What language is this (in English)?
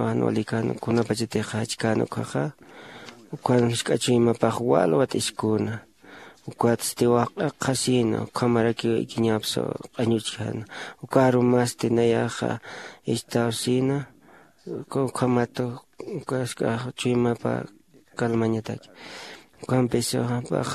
Aymara